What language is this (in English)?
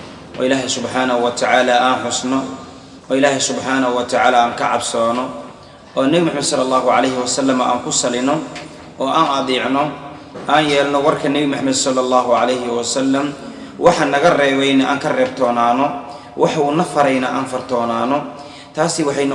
Somali